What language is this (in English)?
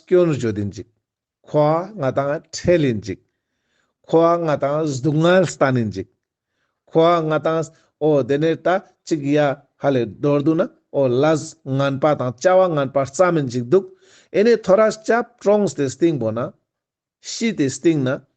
Ladakhi